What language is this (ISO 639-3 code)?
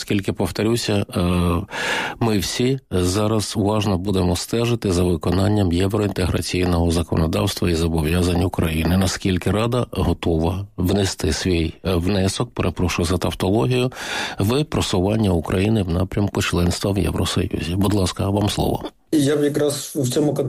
ukr